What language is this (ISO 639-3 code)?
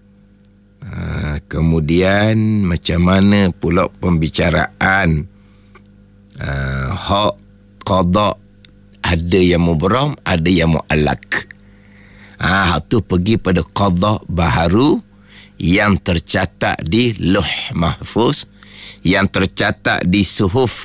msa